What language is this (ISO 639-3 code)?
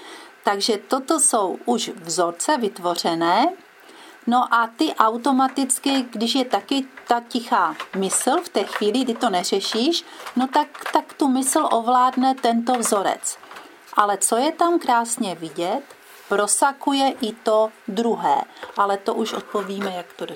ces